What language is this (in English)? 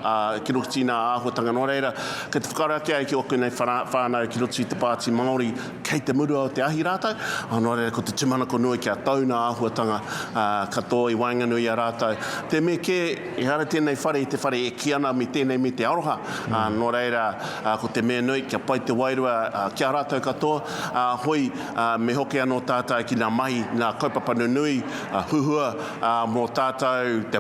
Māori